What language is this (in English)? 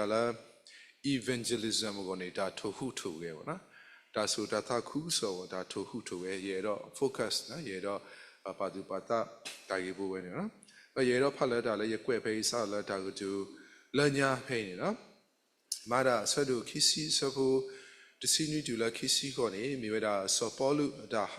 S'gaw Karen